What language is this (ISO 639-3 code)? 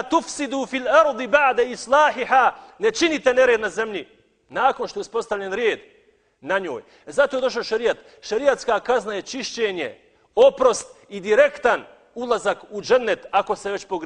bos